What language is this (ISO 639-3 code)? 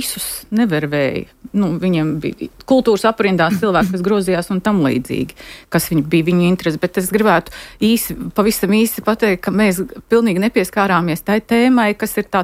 lav